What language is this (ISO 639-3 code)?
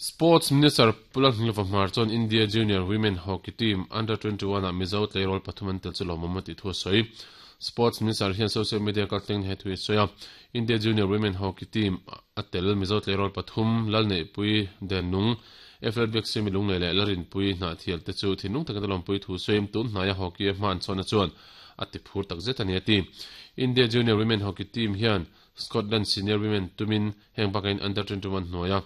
lus